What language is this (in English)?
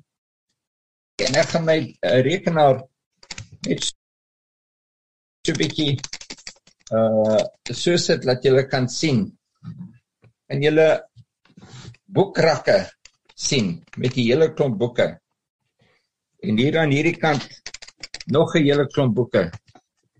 Afrikaans